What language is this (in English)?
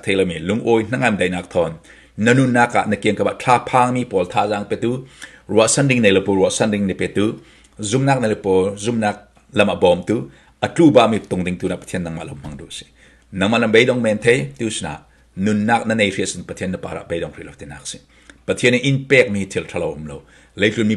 Falam Chin